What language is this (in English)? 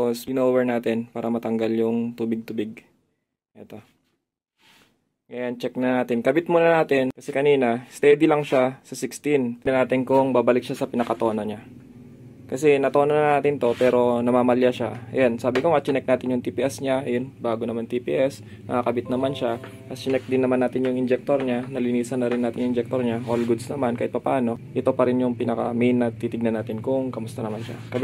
Filipino